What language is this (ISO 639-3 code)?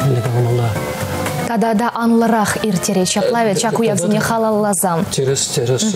chv